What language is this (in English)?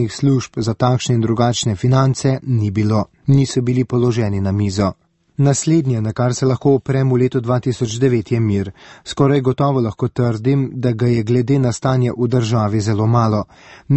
Slovenian